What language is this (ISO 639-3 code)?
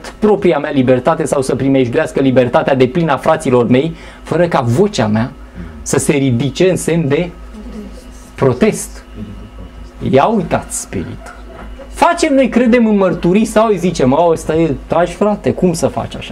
ron